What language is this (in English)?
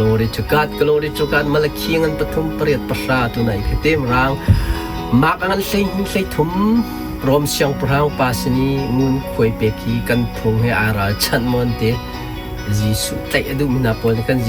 Hakha Chin